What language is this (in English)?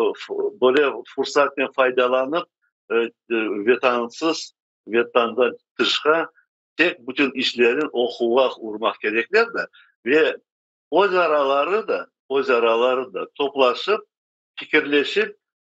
Crimean Tatar